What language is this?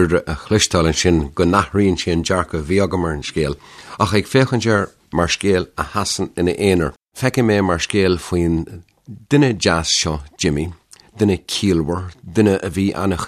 Irish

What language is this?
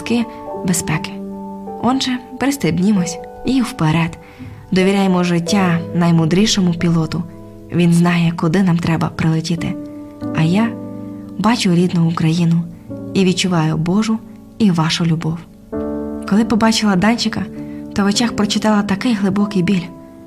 Ukrainian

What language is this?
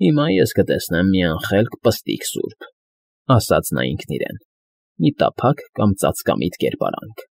Armenian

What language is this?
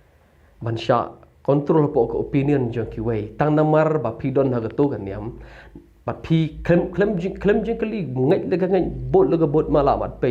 Khasi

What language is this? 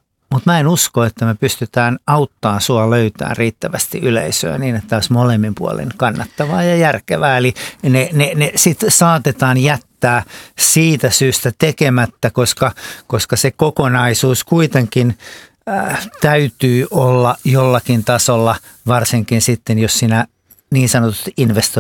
Finnish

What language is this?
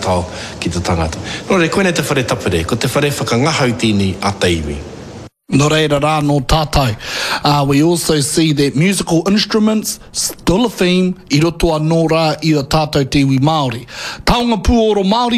Māori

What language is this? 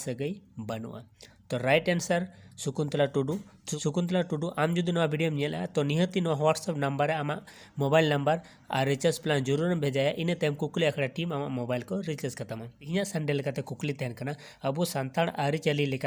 Santali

